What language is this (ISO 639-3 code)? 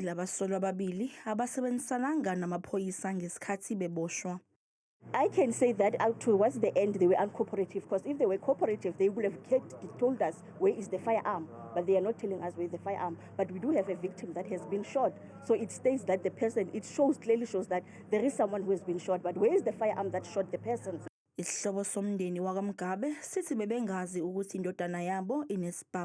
zul